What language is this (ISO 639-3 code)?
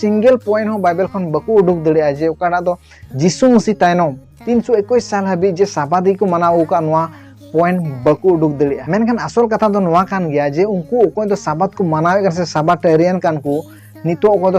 sat